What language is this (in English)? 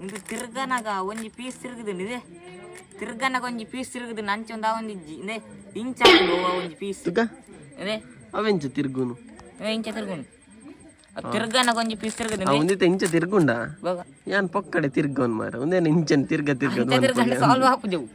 Tulu